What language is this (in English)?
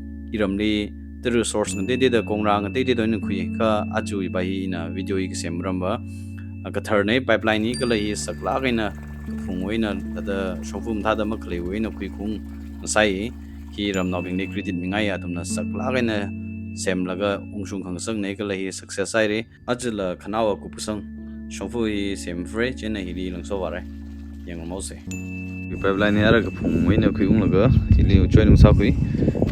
Tangkhul Naga (India)